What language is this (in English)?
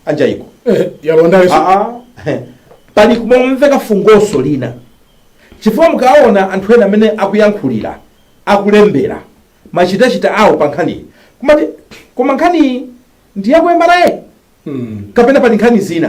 Nyanja